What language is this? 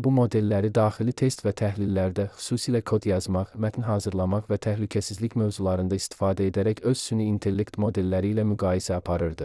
Azerbaijani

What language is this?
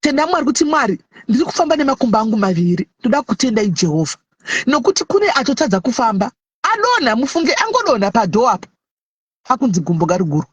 Shona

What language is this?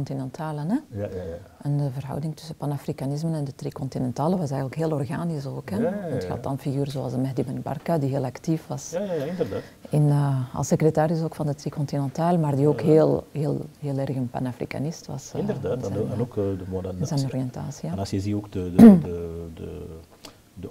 Dutch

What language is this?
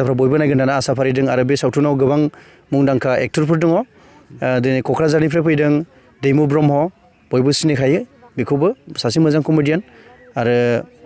Bodo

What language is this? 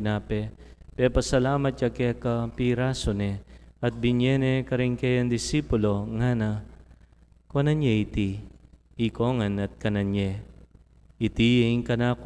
Pampanga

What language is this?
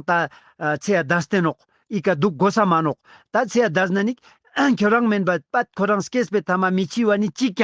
Ladakhi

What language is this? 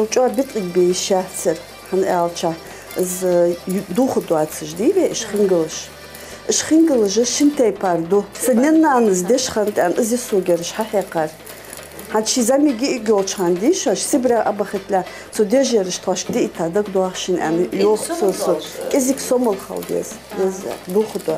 Ingush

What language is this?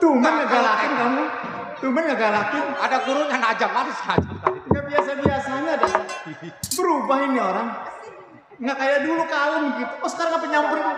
Betawi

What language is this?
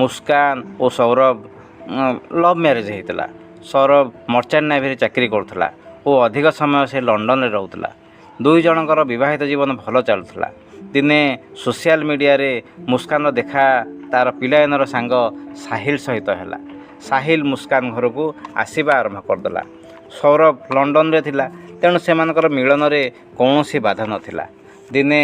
Odia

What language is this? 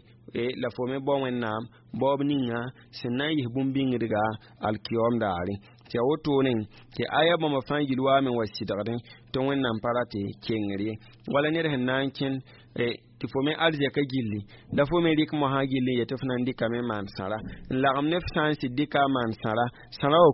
Mossi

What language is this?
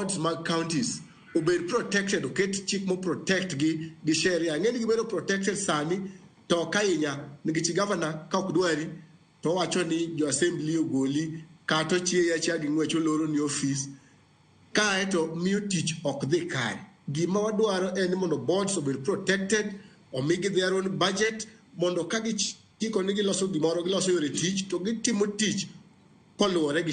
Luo (Kenya and Tanzania)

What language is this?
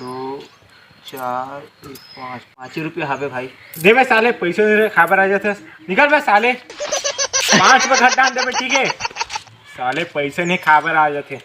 Chhattisgarhi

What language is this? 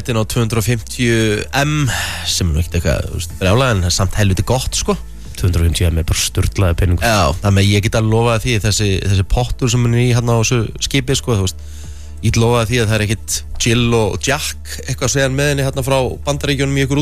Icelandic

